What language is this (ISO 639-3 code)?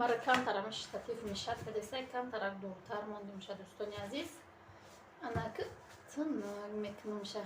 tgk